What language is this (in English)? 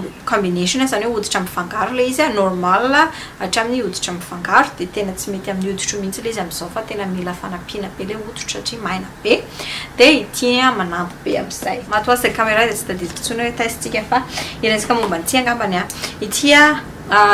Malagasy